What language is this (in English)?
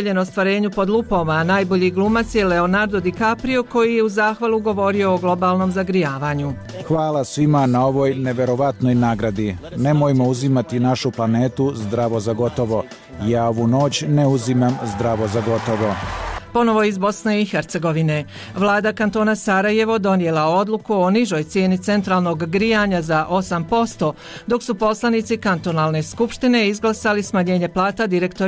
Bosnian